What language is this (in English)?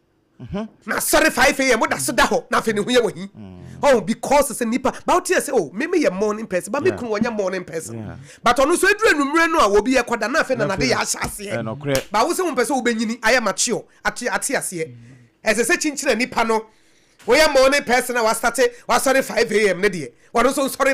Akan